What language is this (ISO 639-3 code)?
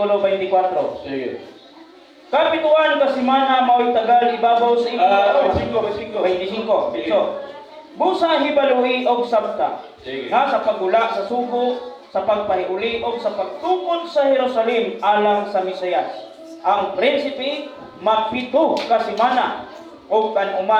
ceb